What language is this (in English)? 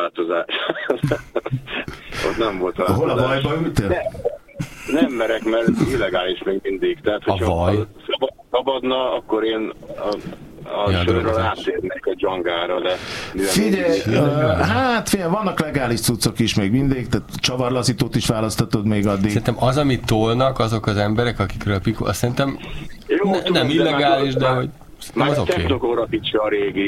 Hungarian